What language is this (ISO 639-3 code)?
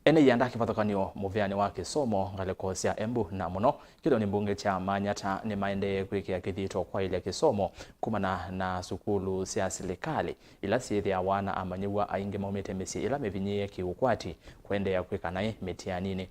kam